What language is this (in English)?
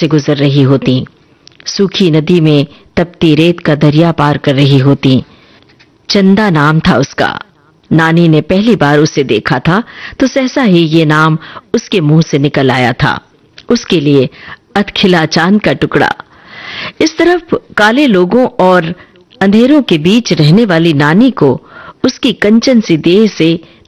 Hindi